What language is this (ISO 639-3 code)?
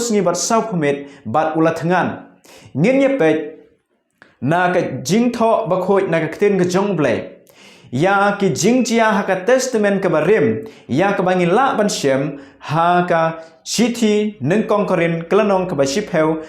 kha